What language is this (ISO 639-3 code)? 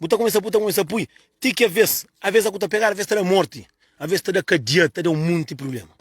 kea